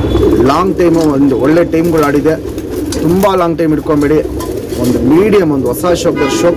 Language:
Kannada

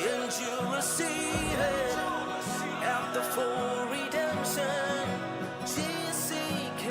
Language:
Ewe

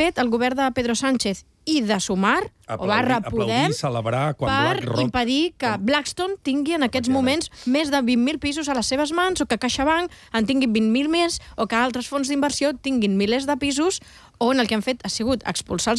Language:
Catalan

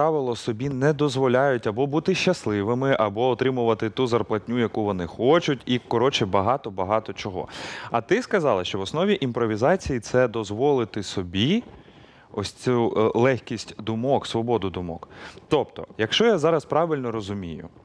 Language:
Ukrainian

